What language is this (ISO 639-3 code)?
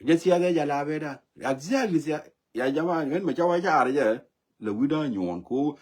nus